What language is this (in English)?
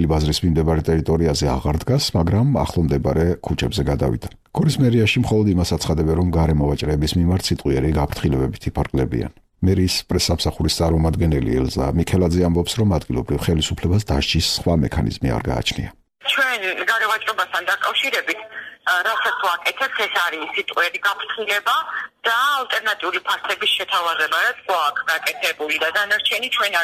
Georgian